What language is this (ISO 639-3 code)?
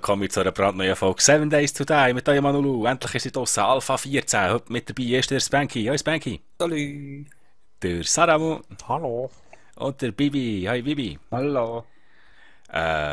gsw